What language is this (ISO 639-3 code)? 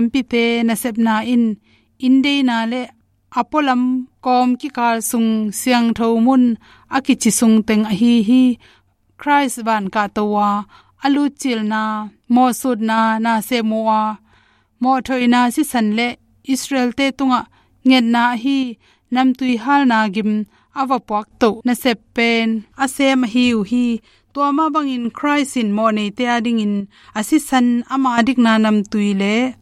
ctd